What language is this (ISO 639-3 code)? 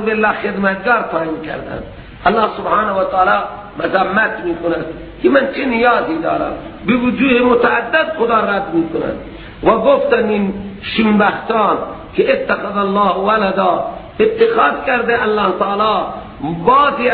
fas